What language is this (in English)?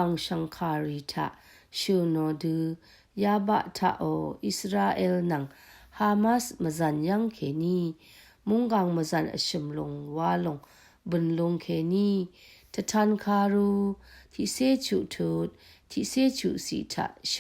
Rawang